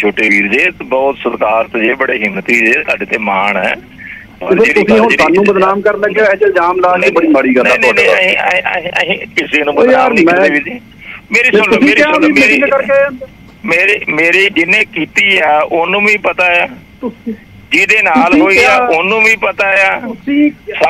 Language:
Punjabi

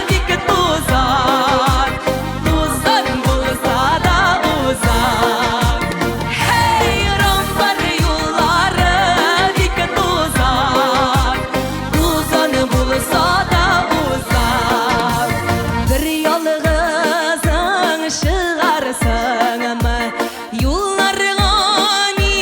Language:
Tatar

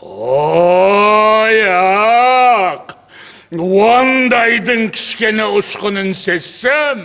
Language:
Kara-Kalpak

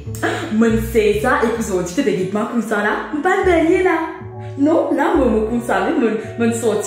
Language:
Morisyen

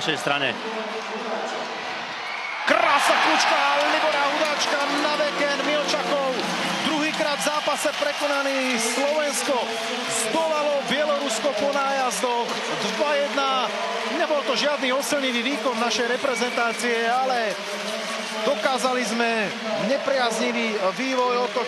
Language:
Slovak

